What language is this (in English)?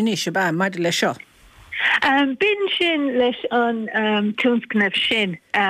Irish